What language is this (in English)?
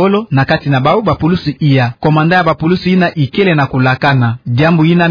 Kituba (Democratic Republic of Congo)